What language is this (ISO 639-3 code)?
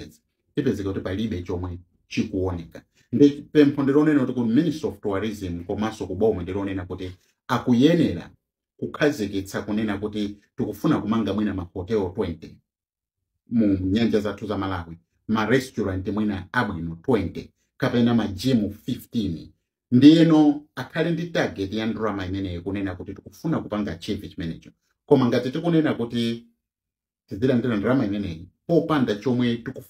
nya